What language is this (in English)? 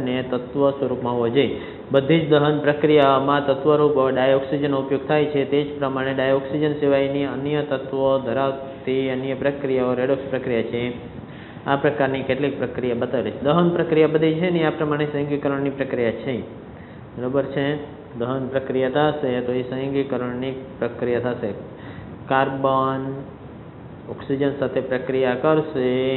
Gujarati